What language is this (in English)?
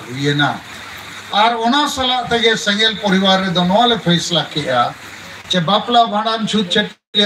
Santali